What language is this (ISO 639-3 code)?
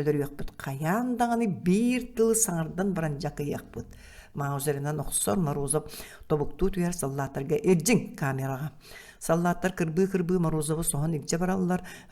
sah